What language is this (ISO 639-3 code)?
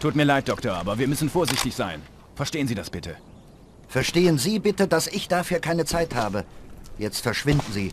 bar